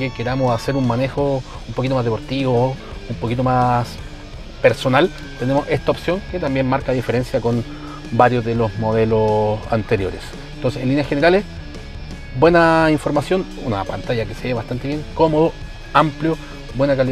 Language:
Spanish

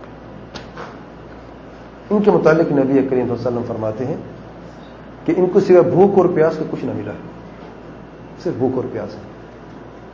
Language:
Urdu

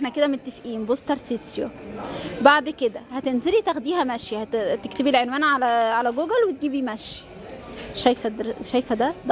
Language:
Egyptian Arabic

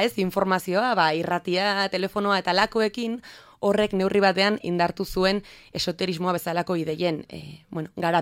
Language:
Basque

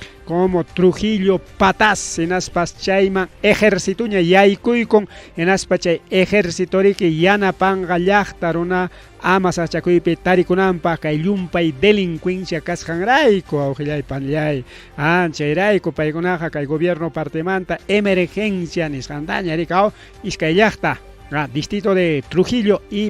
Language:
Ayacucho Quechua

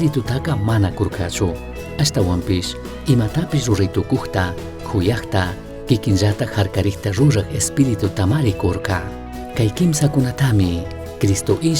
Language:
Chimborazo Highland Quichua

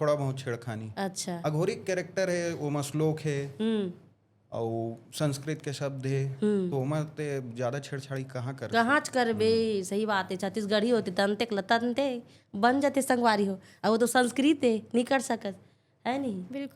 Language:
Chhattisgarhi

